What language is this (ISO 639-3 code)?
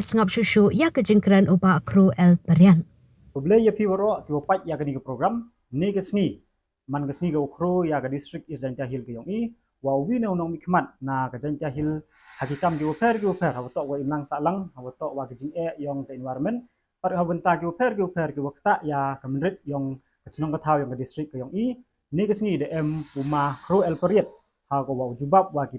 kha